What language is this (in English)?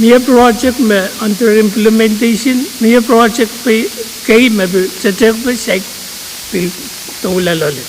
Pohnpeian